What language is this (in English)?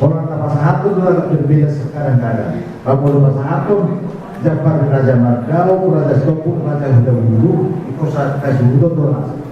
Batak Toba